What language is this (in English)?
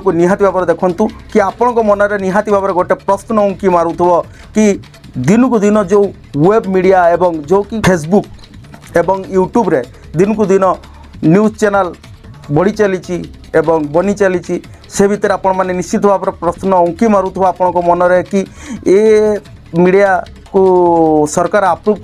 Odia